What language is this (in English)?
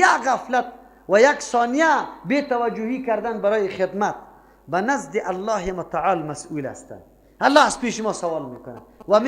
Persian